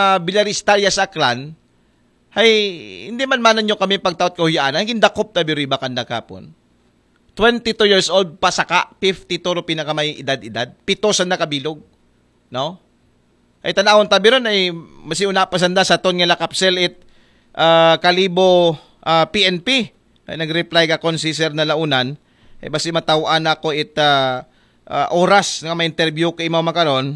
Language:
Aklanon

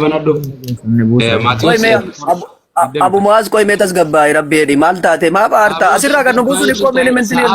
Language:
Oromo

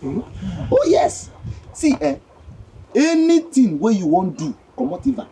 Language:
Nigerian Pidgin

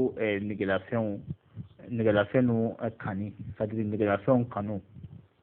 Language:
Bambara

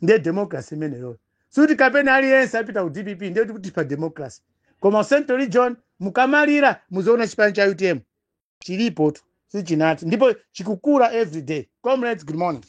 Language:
Nyanja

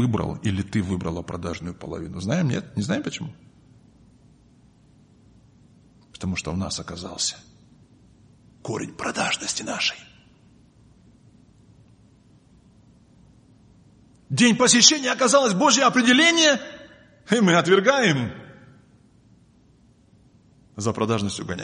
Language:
Russian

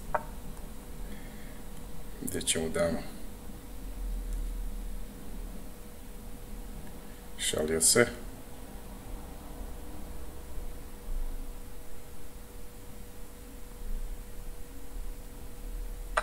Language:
Croatian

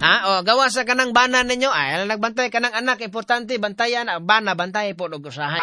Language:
Cebuano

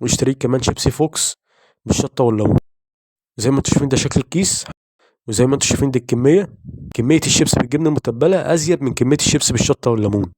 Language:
Egyptian Arabic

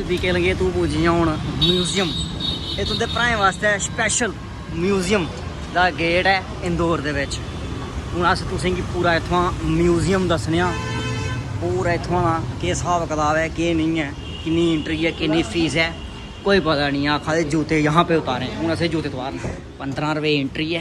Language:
Dogri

